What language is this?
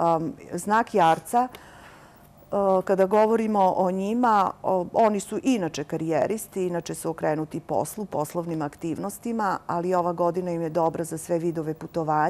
Serbian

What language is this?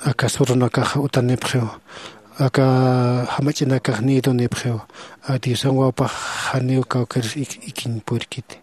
Aymara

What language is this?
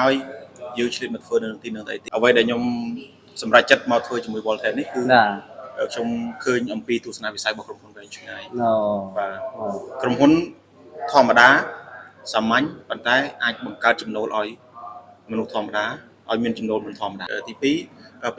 Khmer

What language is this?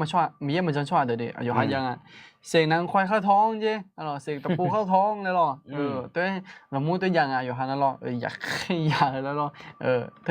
Akha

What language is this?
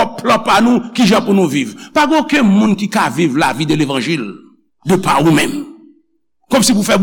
Haitian Creole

